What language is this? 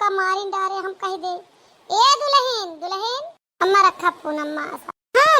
Awadhi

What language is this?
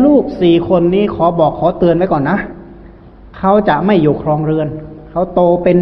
Thai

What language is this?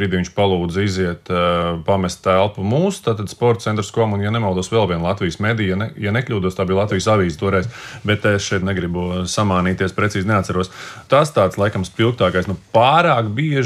Latvian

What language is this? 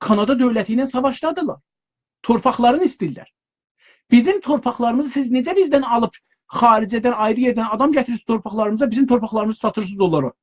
South Azerbaijani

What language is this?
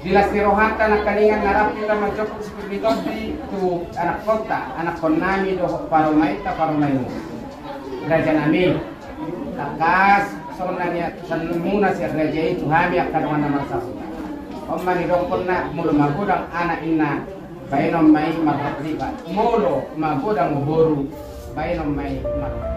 Batak Toba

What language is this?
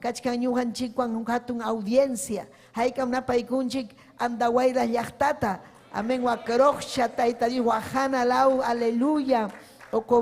Ayacucho Quechua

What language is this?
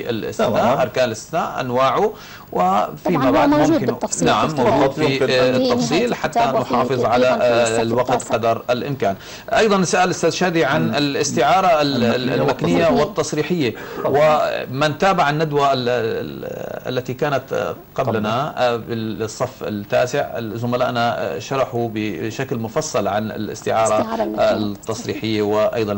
Arabic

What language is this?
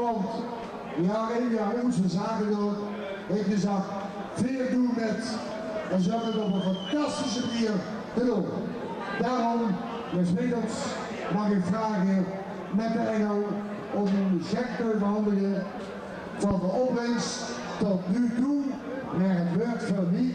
Limburgish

